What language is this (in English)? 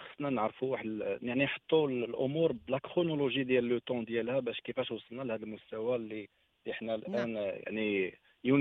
Moroccan Arabic